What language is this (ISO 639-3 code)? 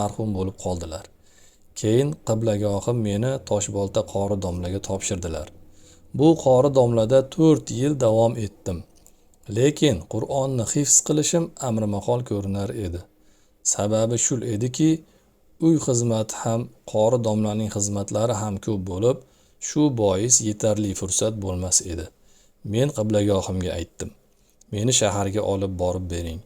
uzb